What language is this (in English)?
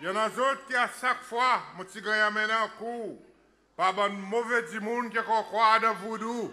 Seselwa Creole French